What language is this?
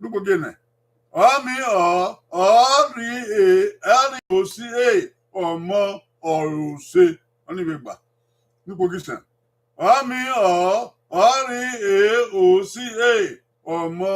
Bini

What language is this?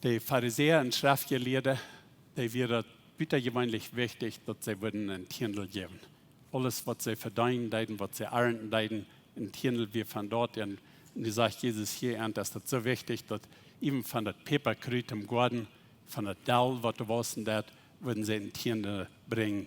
Plautdietsch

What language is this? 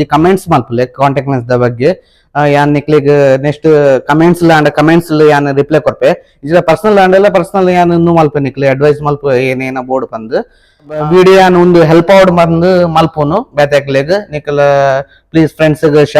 Tulu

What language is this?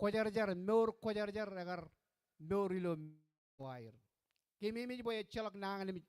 Marshallese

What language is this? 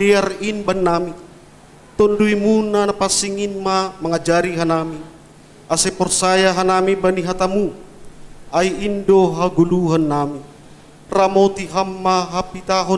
Batak Simalungun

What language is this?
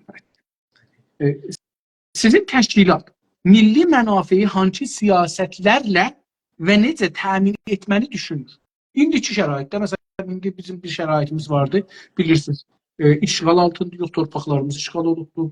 South Azerbaijani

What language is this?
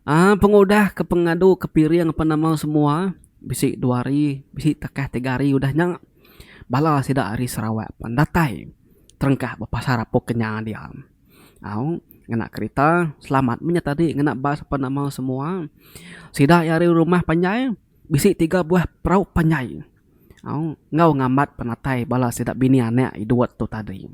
Iban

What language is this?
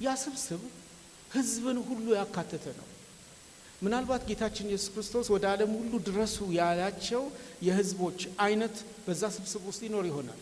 Amharic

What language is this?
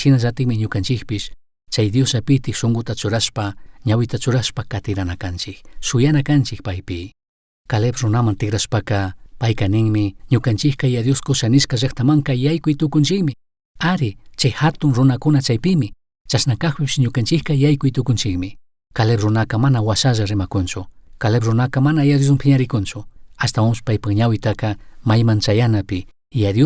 Chimborazo Highland Quichua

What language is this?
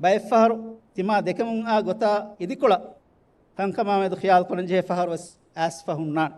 Divehi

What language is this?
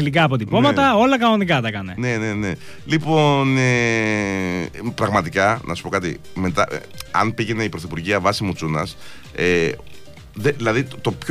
Greek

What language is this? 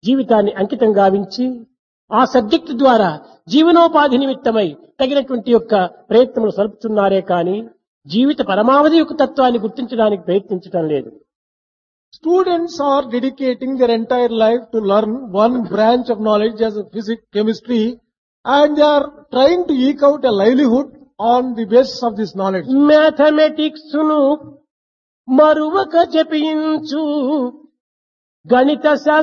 Telugu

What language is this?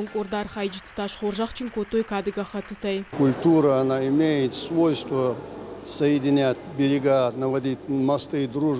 Ossetic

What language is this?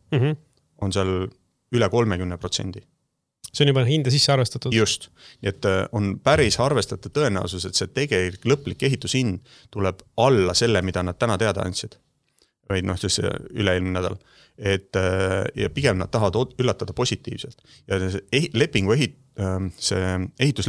Estonian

